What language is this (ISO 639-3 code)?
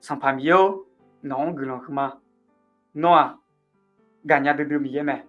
ahk